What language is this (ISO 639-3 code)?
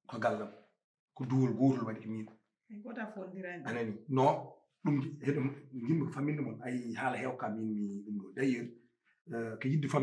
ful